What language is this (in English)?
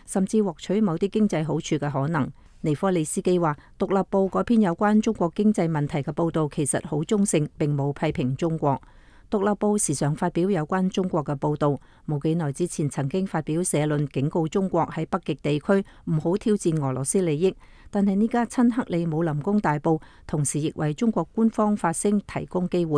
Cantonese